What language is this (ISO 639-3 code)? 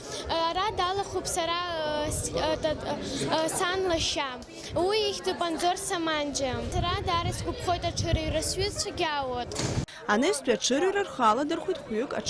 abk